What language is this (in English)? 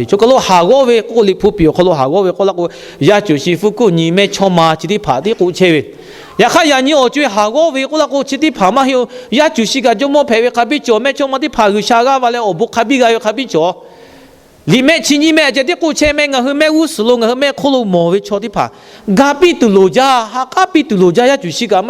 Lahu